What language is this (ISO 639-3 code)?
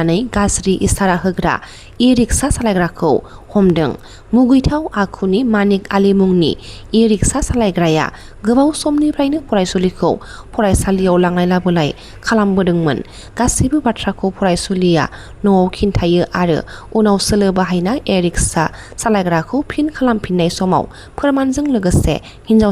brx